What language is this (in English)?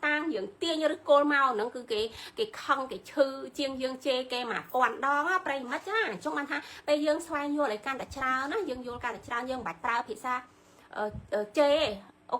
Khmer